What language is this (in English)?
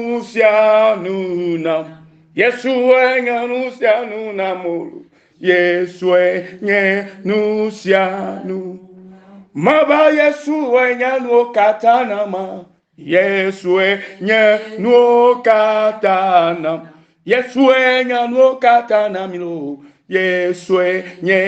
Ewe